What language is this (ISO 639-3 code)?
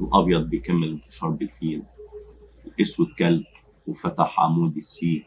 arz